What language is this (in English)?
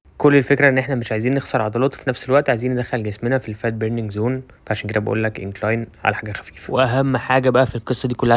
Egyptian Arabic